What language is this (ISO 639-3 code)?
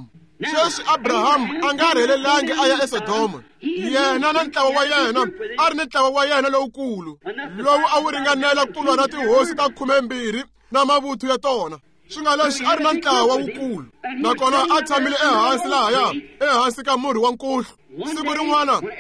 tso